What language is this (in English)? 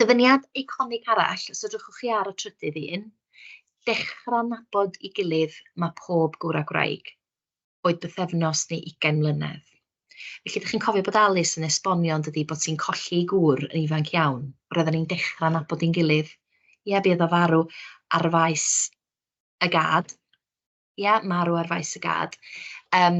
Welsh